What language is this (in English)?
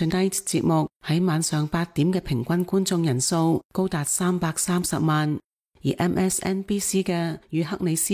Cantonese